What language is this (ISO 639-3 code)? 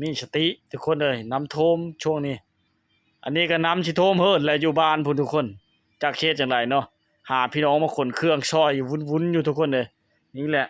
lao